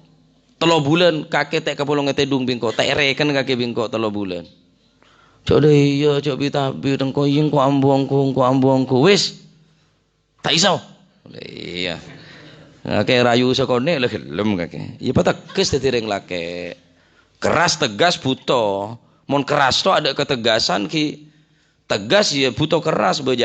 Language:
Madurese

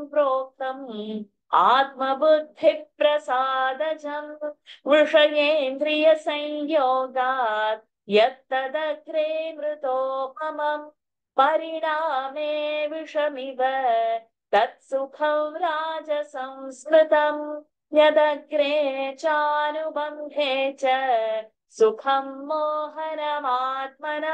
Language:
Sanskrit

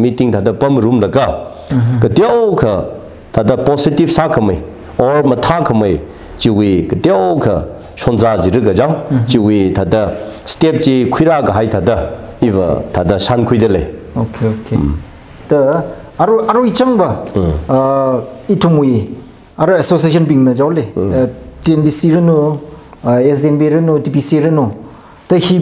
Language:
Tangkhul Naga (India)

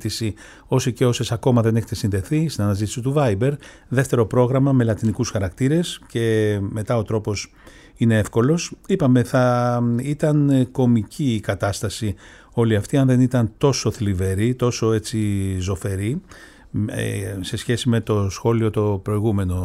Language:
Greek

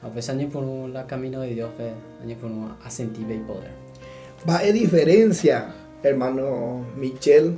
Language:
Guarani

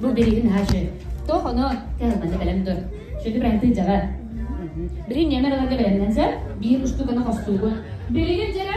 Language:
Yakut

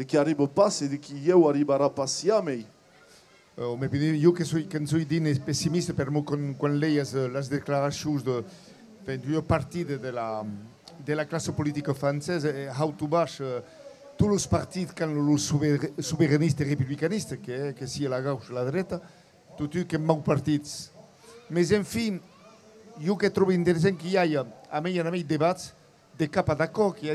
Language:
Occitan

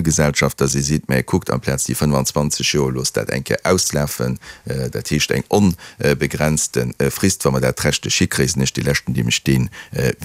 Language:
Luxembourgish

